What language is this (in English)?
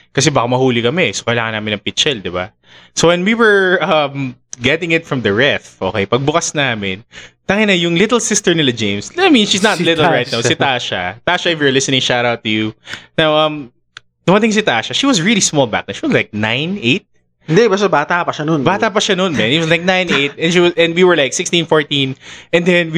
Filipino